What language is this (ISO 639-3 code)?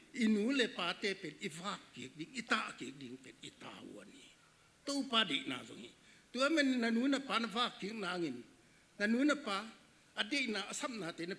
ctd